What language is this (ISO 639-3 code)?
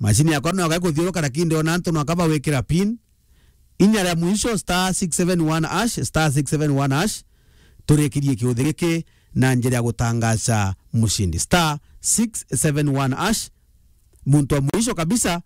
mer